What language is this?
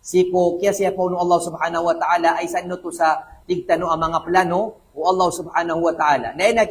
Maranao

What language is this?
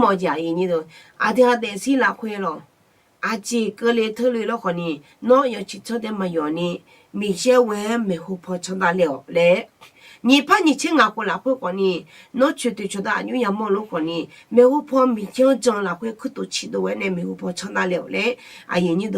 Akha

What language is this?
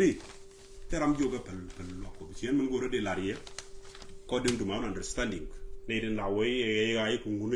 Nuer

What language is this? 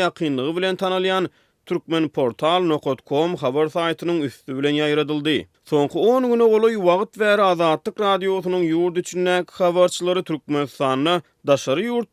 Turkmen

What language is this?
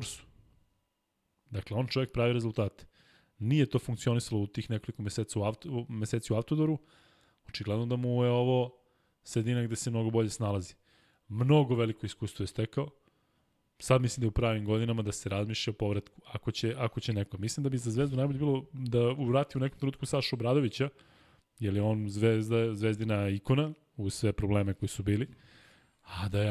Serbian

